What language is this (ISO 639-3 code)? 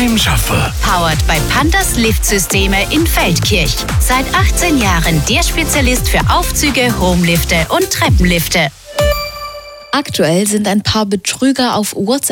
deu